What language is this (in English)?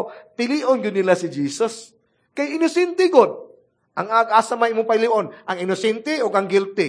Cebuano